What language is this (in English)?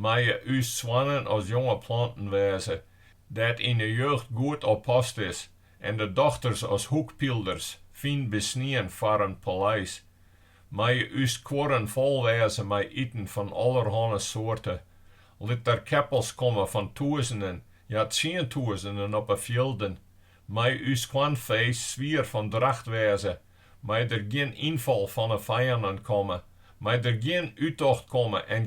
Western Frisian